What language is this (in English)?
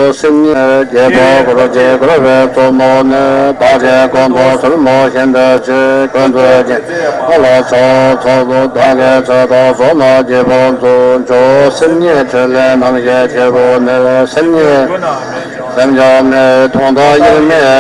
Tibetan